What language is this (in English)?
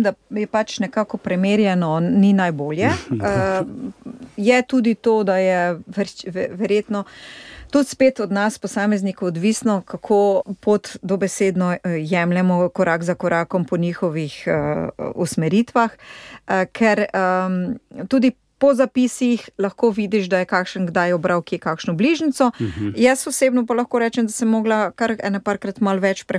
Slovenian